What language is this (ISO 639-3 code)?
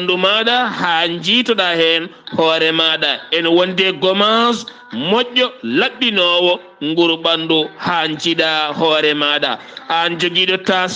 ful